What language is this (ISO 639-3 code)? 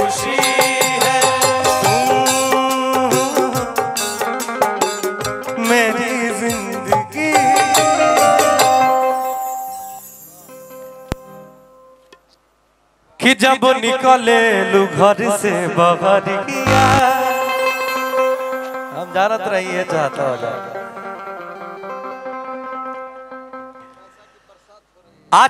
bho